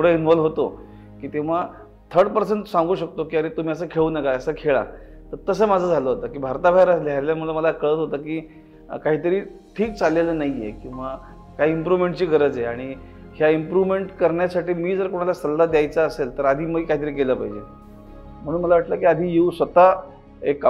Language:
Marathi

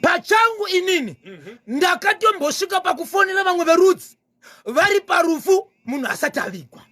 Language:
Shona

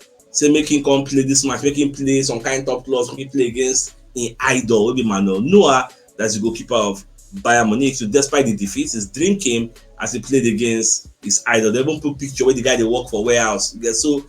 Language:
Nigerian Pidgin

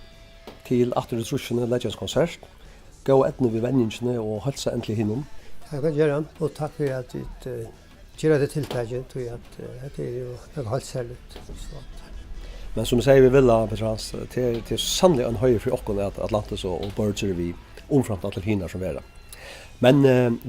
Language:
Faroese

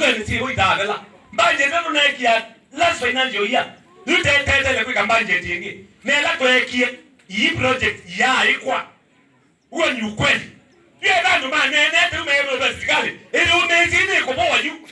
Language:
Kamba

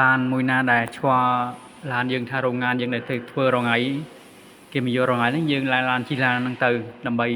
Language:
Khmer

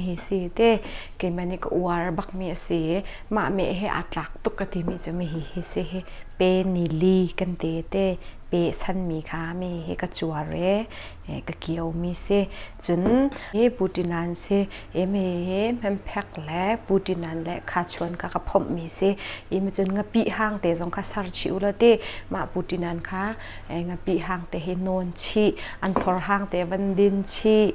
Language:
Hakha Chin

